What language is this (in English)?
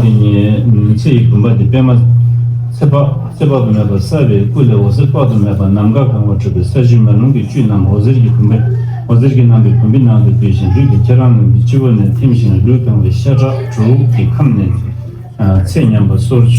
Tibetan